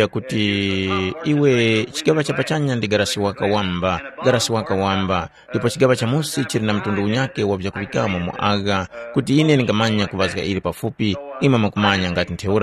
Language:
Tumbuka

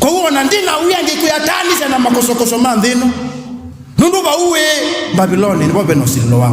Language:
Kamba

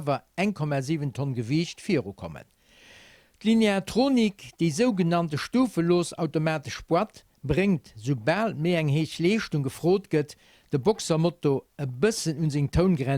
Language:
Luxembourgish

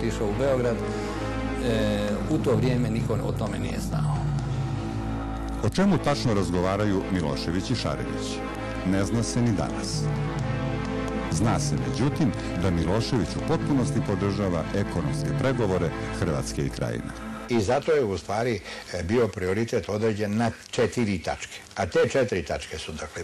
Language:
Serbian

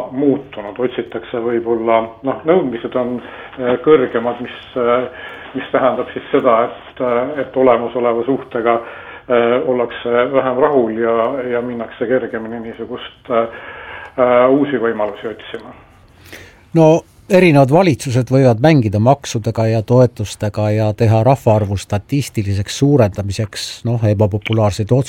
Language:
Estonian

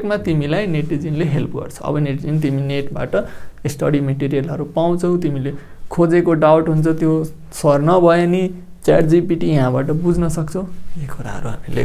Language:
Nepali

